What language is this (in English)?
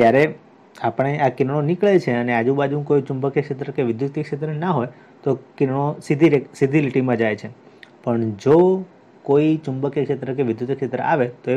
Gujarati